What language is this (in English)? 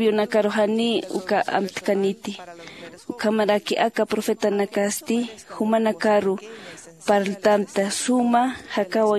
Aymara